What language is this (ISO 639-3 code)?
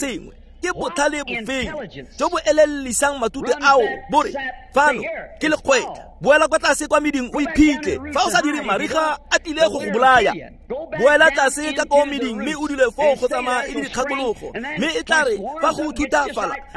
tsn